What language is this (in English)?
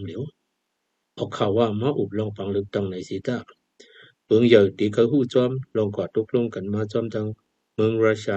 Shan